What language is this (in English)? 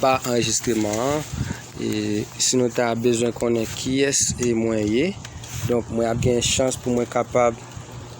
Haitian Creole